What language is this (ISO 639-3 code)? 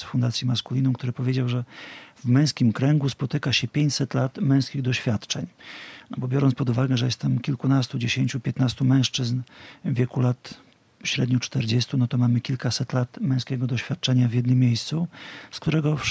pol